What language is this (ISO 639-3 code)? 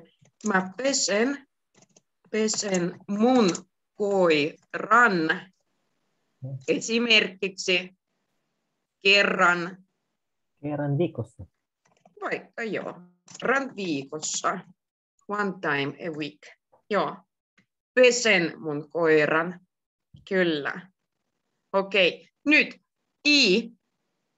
fin